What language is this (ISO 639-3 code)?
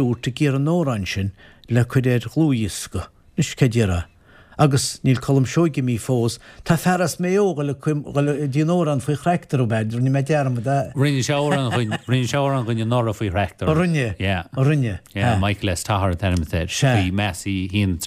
gle